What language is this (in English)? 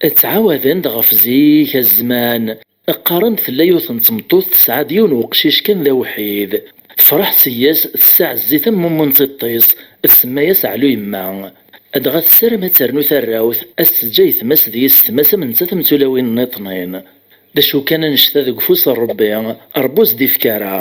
Kabyle